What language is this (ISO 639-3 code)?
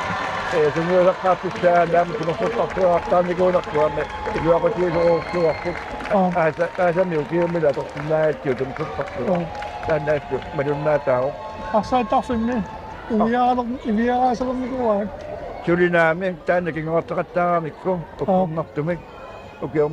kal